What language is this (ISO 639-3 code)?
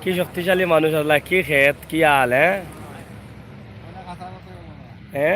syl